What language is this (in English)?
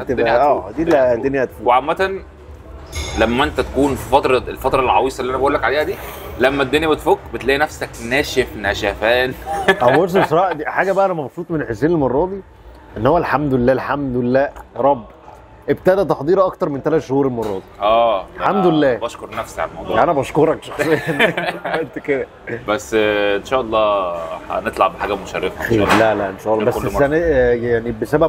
Egyptian Arabic